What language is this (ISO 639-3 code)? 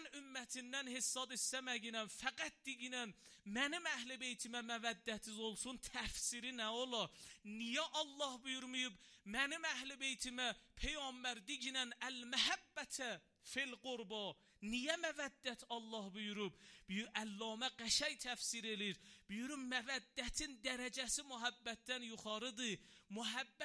aze